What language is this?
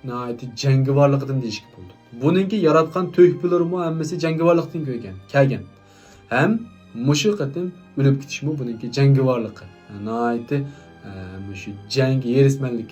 Uyghur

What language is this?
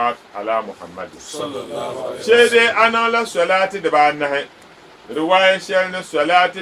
Dagbani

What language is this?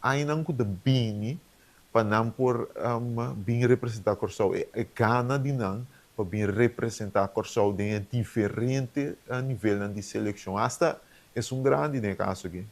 Papiamento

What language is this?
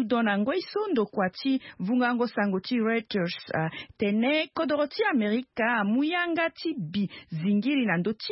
Sango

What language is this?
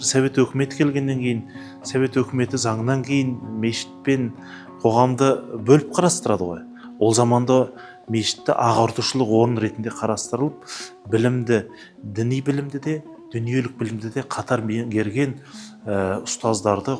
Kazakh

